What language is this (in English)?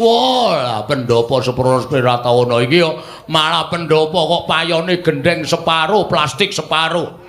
Javanese